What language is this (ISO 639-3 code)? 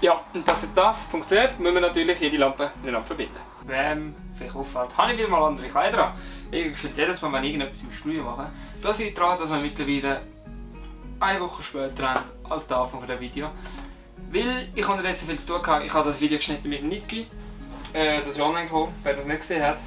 gsw